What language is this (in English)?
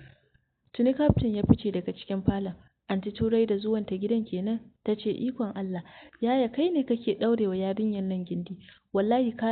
Hausa